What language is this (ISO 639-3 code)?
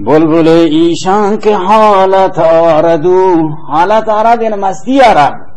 bal